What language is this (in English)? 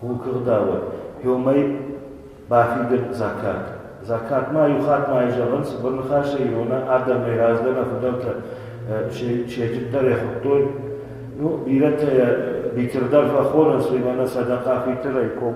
Ossetic